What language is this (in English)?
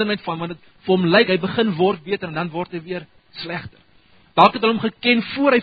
Afrikaans